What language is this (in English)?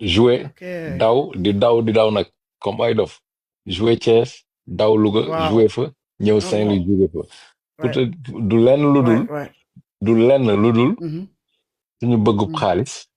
Wolof